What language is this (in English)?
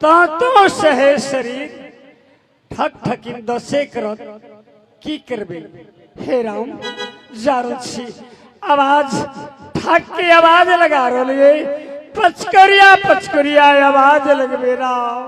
Maithili